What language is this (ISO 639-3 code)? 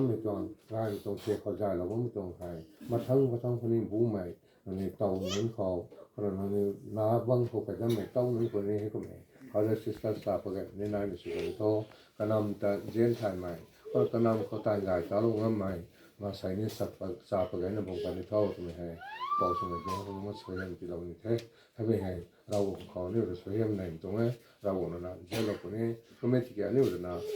nbu